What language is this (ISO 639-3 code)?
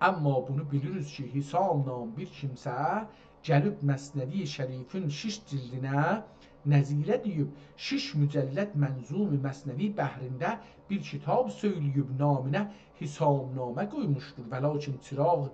azb